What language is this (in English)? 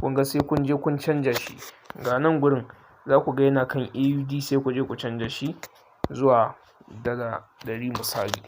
Hausa